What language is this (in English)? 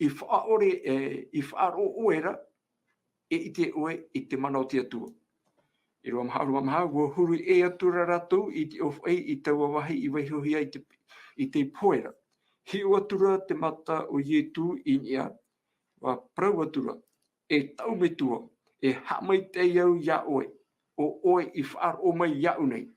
Tahitian